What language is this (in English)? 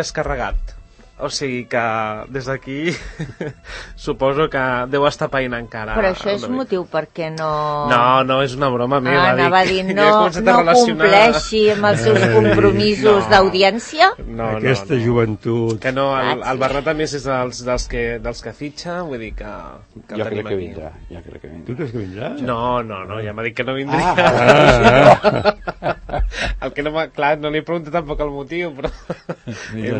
Catalan